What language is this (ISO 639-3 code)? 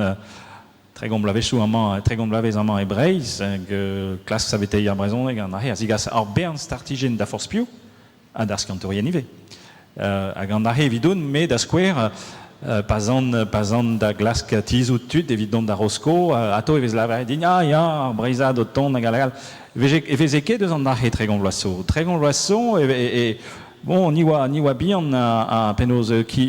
bre